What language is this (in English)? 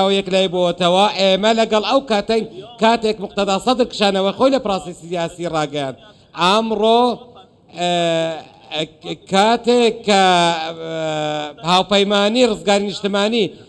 Central Kurdish